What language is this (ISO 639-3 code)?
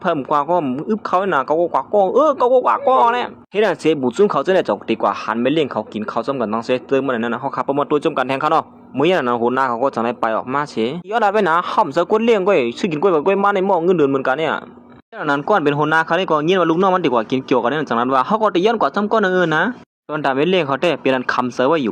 shn